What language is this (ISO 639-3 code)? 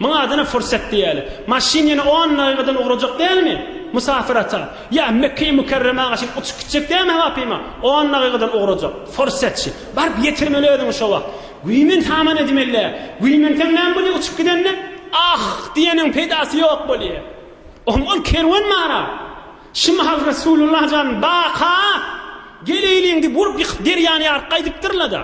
tuk